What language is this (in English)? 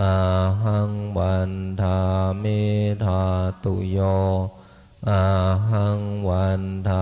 Pali